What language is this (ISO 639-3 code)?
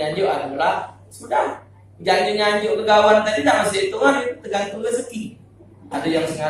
mui